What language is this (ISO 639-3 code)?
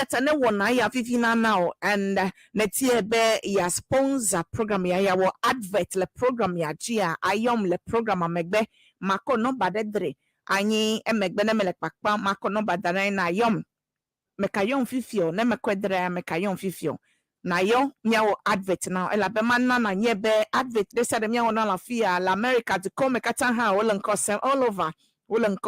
ewe